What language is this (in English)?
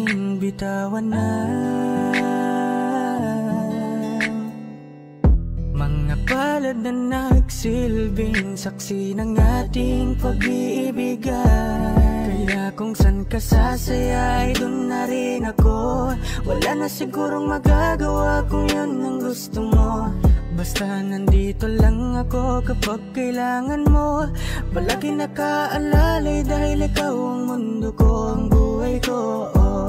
Filipino